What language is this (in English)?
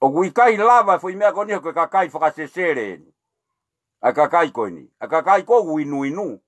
Tongan